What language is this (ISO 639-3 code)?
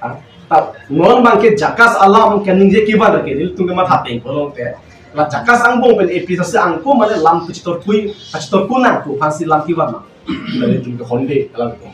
mjw